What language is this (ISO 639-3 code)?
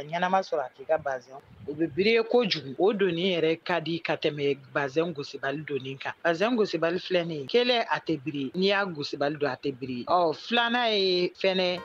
bam